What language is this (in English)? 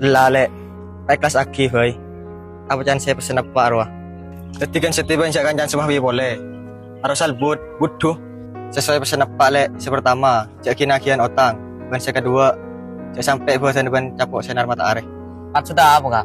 Madurese